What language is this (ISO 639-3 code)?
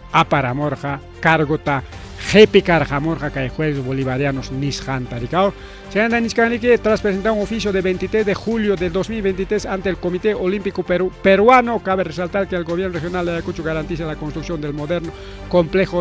quy